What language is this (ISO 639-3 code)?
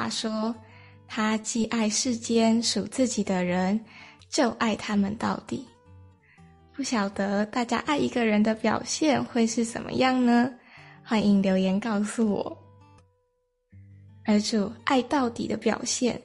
zho